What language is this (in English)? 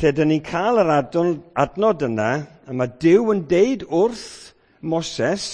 Welsh